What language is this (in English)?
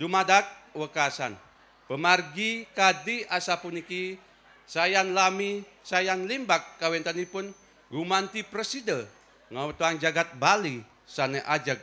Balinese